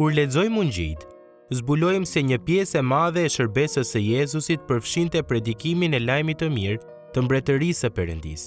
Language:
Albanian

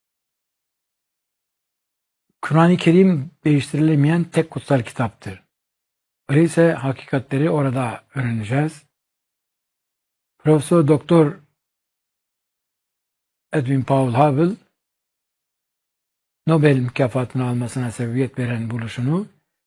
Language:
Turkish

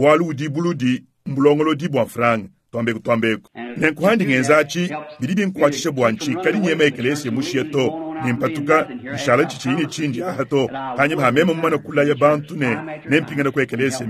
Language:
Luba-Lulua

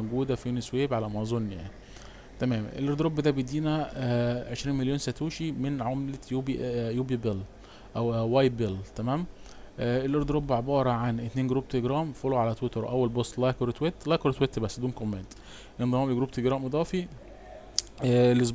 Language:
Egyptian Arabic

